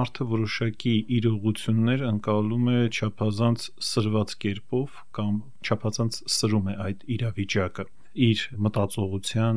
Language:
Armenian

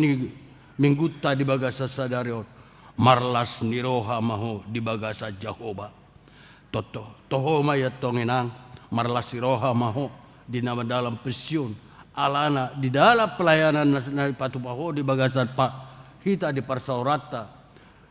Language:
Batak Toba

